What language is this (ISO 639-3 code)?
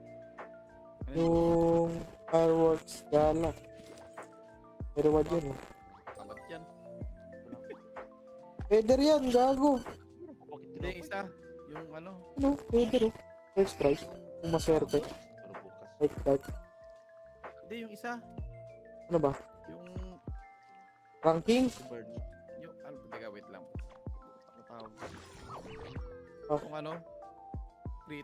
fil